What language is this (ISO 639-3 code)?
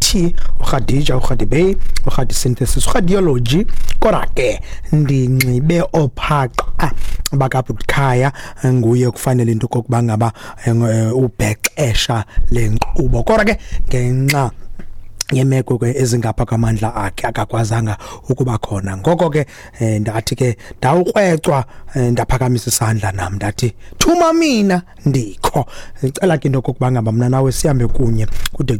xho